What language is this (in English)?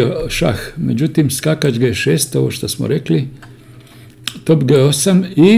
Croatian